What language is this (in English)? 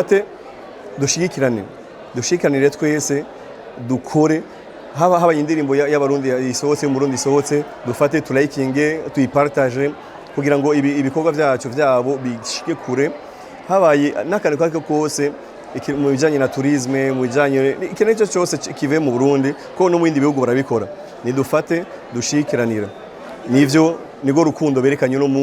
Rundi